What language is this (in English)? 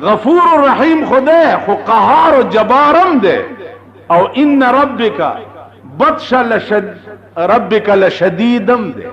Pashto